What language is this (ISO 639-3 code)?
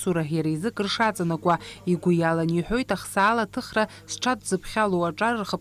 abk